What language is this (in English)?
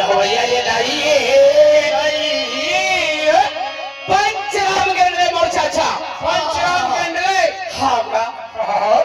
Chhattisgarhi